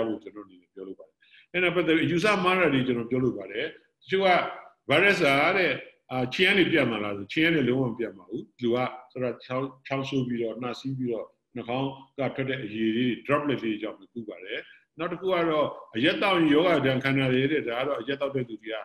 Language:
Burmese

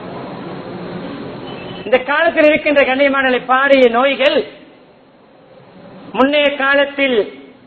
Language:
Tamil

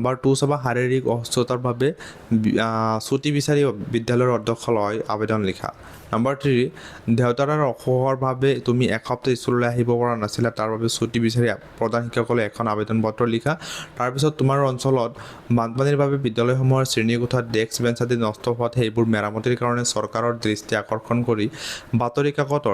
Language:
Assamese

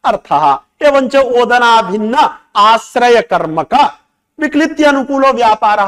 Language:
Sanskrit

